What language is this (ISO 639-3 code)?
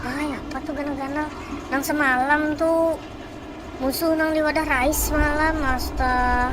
bjn